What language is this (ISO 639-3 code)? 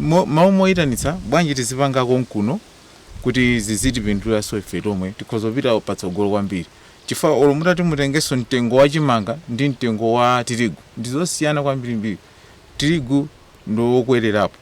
nya